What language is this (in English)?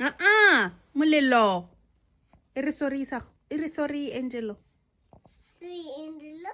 Tswana